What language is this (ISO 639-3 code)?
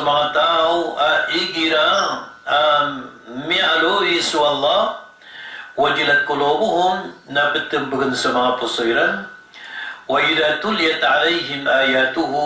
mrw